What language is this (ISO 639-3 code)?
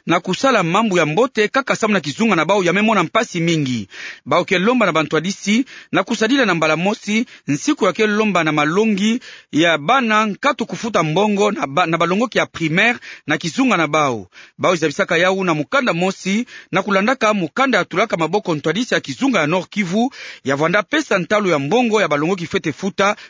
ktu